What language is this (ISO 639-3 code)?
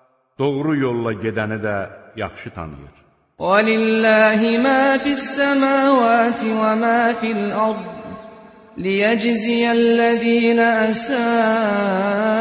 aze